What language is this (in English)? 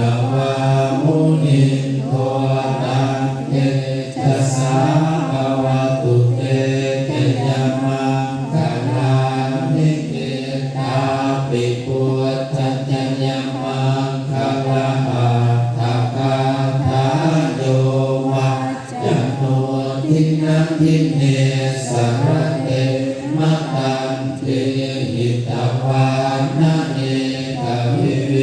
Pali